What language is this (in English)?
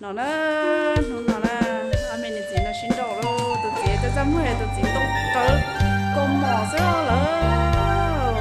Hmong